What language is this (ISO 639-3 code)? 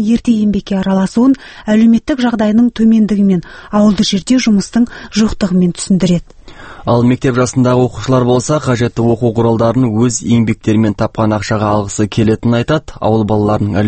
kaz